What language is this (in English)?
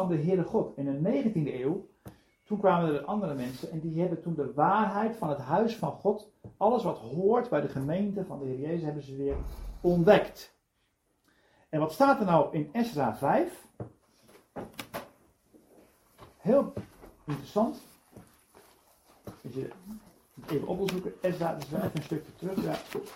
Dutch